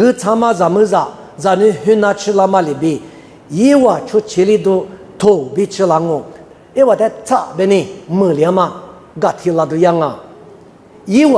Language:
Lisu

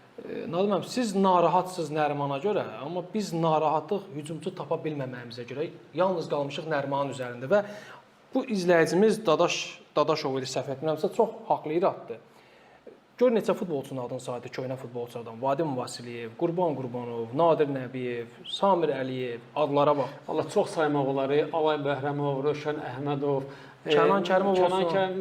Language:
Azerbaijani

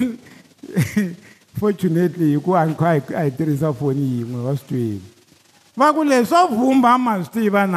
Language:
Tsonga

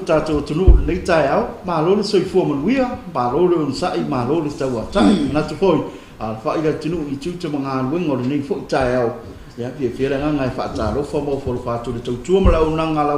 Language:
Samoan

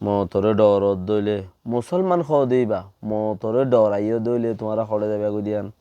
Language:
Rohingya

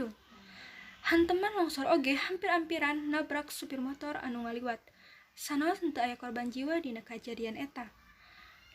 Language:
Sundanese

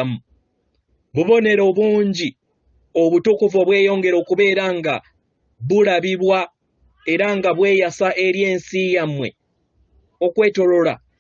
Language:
Ganda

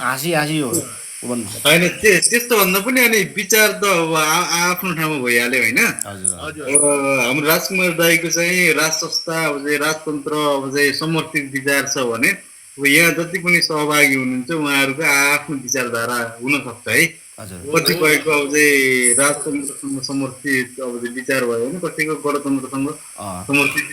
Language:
Nepali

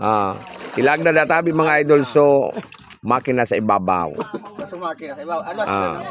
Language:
Bikol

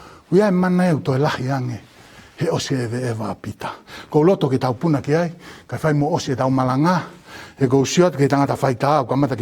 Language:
Tongan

